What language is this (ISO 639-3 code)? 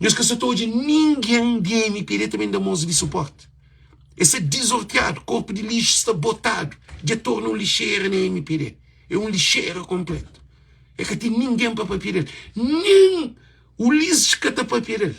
kea